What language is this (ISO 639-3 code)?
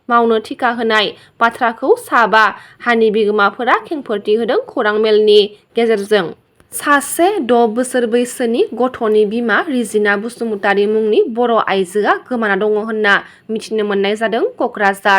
brx